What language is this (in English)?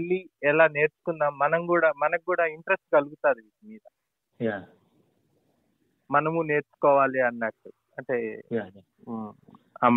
Telugu